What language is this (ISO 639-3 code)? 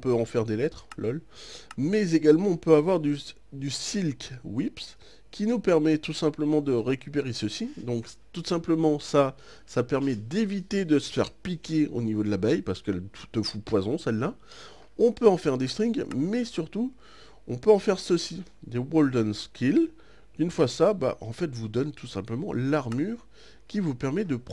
fra